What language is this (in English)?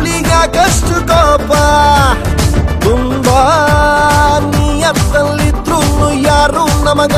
Kannada